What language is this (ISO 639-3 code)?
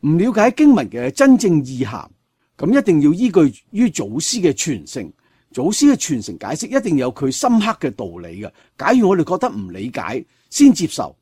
yue